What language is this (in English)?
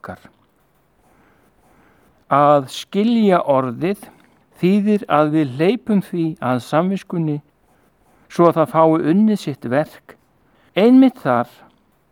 Icelandic